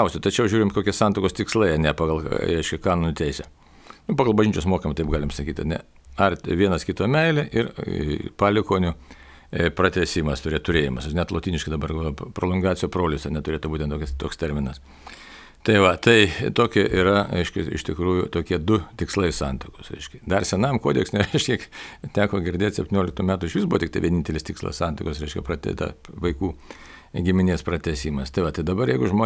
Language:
Lithuanian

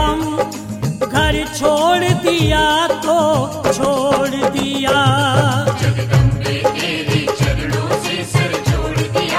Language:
Hindi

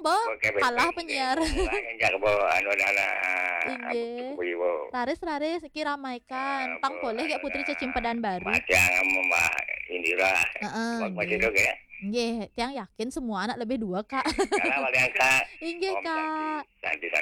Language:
Balinese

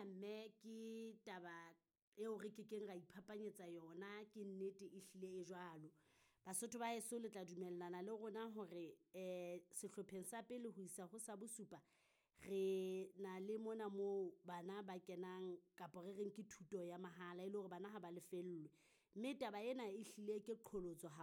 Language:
Southern Sotho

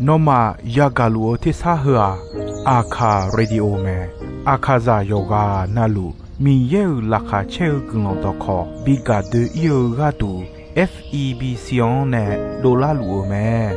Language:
Akha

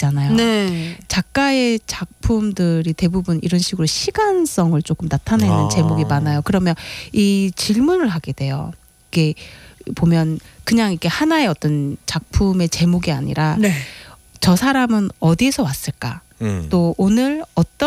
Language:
Korean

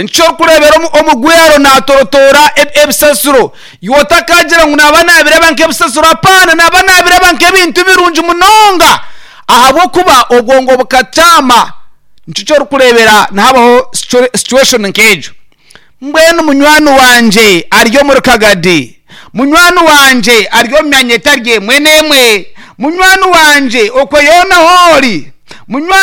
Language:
Nyankole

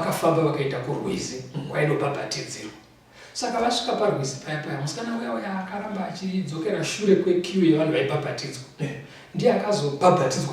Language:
Shona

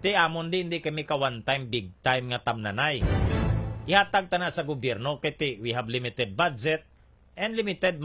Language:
Hiligaynon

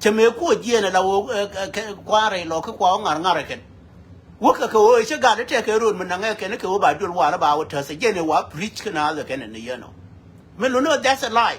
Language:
Nuer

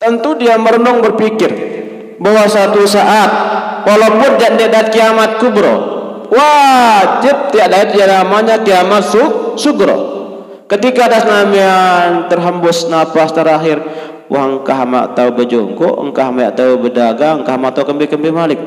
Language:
Sasak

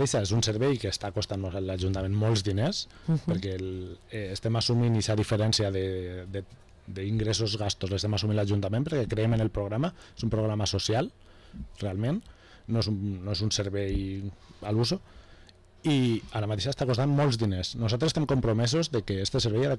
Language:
Catalan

